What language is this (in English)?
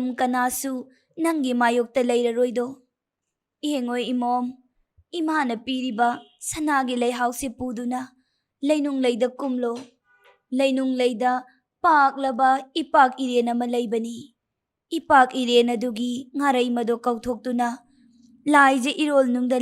Manipuri